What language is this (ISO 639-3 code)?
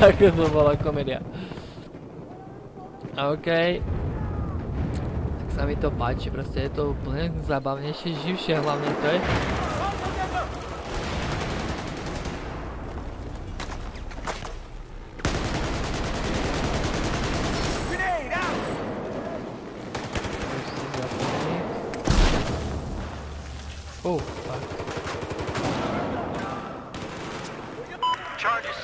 slk